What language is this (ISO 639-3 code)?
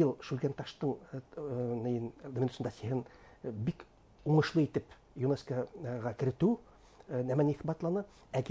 bak